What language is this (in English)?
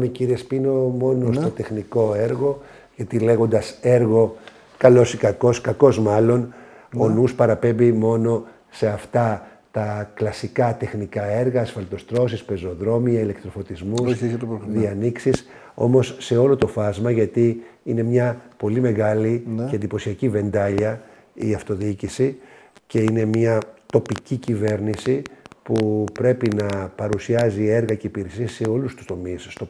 Greek